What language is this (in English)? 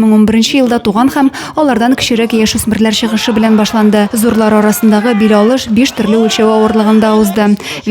Tatar